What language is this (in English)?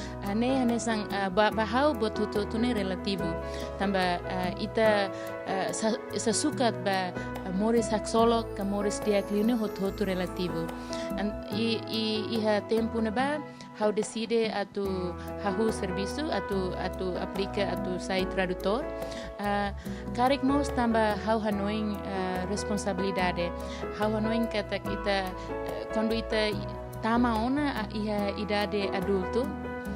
Tetum